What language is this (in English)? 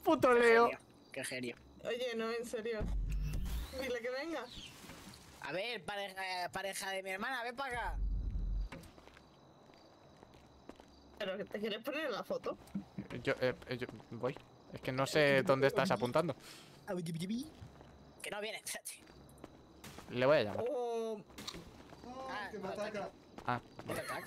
Spanish